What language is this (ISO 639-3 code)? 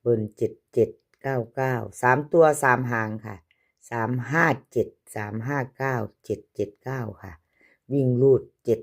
tts